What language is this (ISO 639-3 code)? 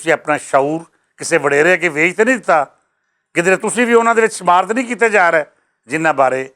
lah